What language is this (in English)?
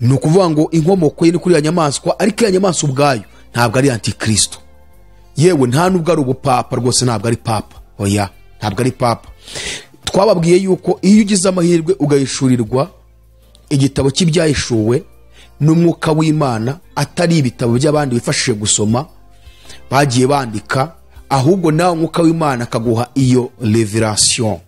Kinyarwanda